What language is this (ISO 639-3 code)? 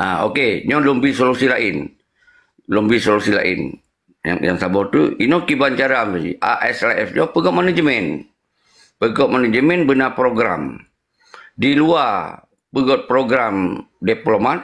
ace